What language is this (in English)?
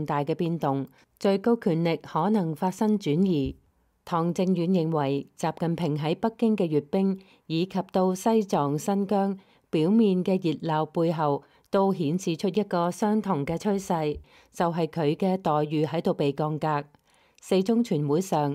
Cantonese